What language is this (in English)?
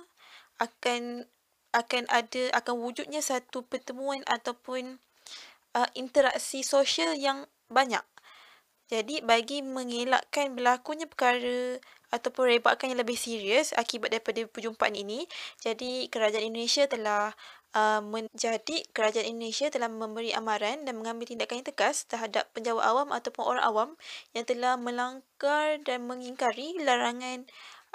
Malay